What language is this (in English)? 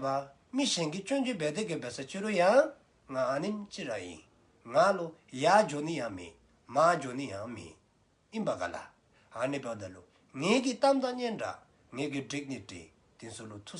Dzongkha